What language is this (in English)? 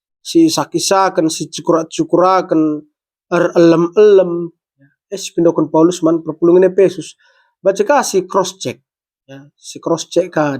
Batak Karo